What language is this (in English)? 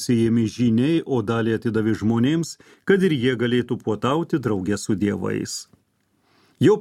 Lithuanian